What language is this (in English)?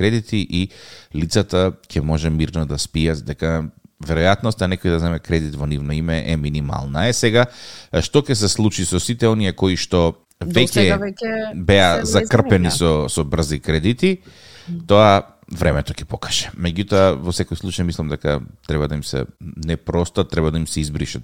Macedonian